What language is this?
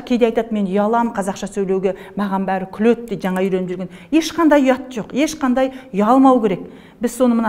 Kazakh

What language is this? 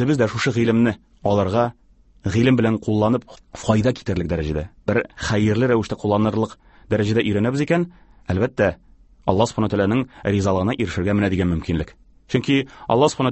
Tatar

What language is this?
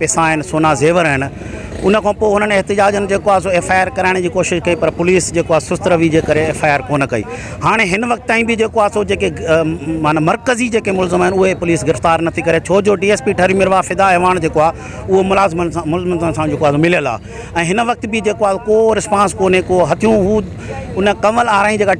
Sindhi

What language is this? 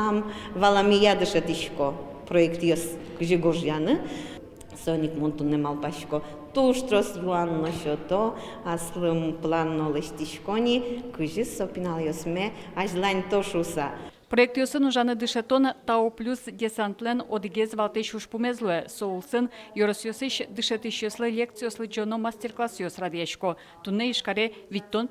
Udmurt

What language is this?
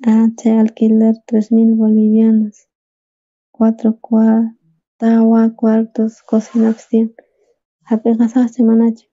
South Bolivian Quechua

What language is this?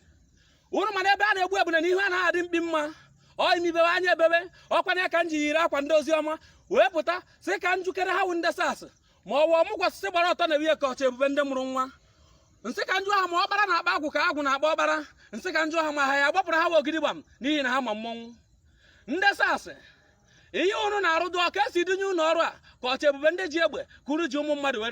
Igbo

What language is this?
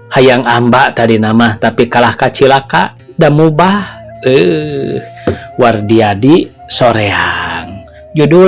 Sundanese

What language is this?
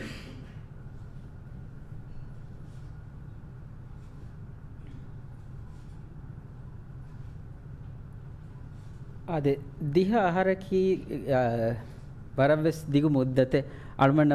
Divehi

